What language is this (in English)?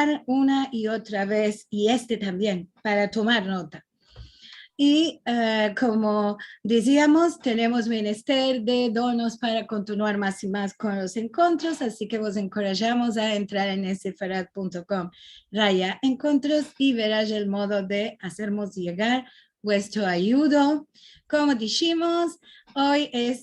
Ladino